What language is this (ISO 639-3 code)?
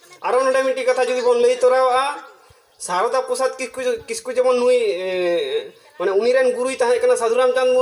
sat